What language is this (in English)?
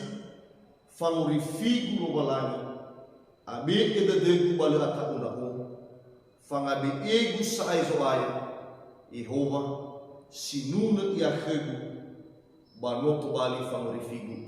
Nias